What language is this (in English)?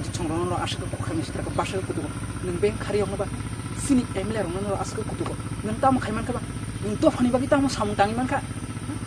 Kok Borok